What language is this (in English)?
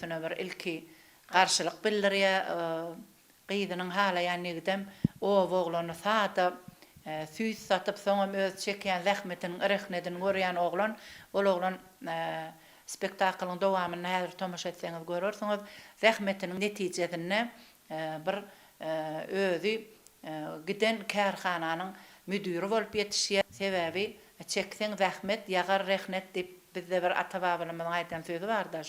Turkmen